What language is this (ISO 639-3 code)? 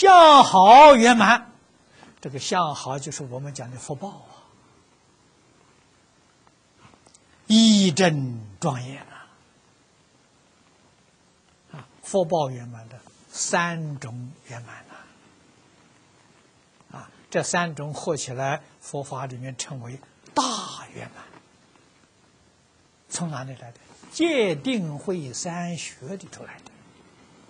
zho